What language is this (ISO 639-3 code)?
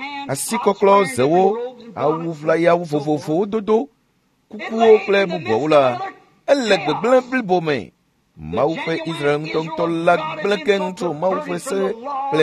ewe